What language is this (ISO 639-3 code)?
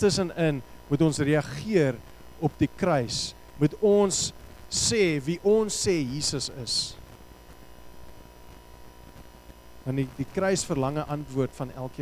afr